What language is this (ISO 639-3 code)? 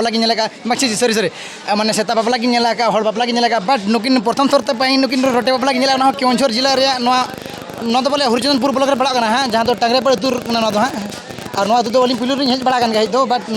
sat